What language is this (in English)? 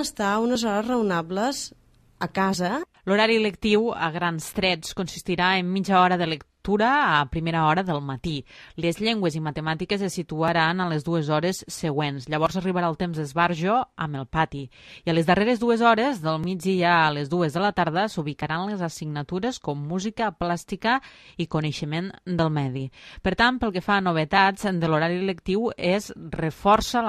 Catalan